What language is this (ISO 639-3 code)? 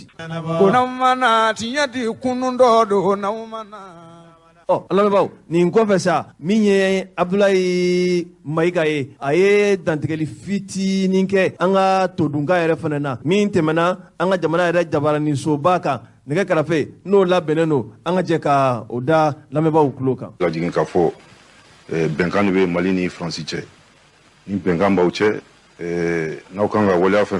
bam